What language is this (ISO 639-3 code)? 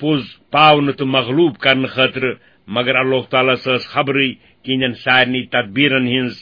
kas